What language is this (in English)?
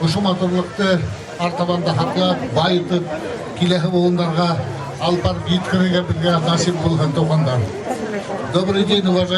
Bashkir